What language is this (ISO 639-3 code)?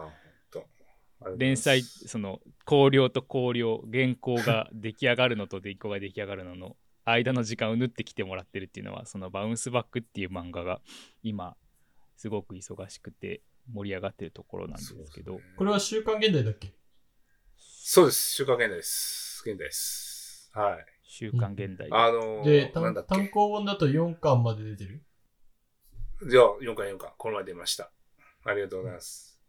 jpn